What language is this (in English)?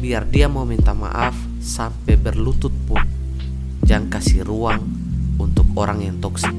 Ambonese Malay